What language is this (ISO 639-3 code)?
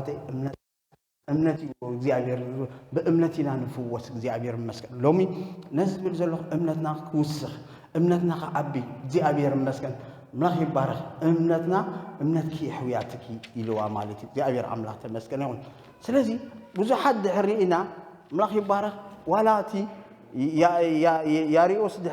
tir